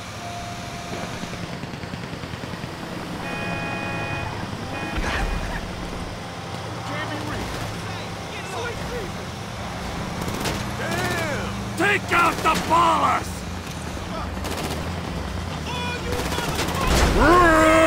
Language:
English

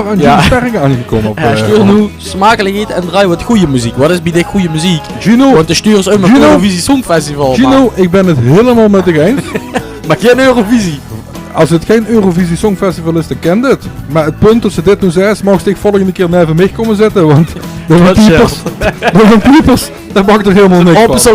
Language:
Limburgish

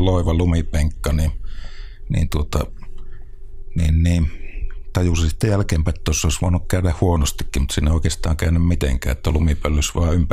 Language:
Finnish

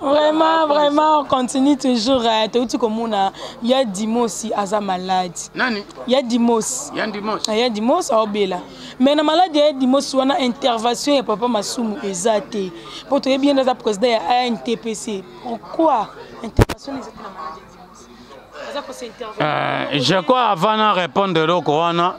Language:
Lingala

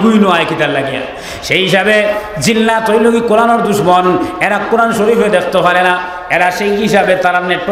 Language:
Sylheti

